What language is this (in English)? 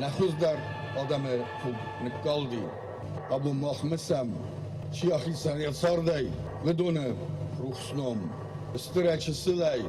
Ossetic